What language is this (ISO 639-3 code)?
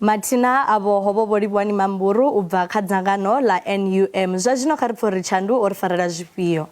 ven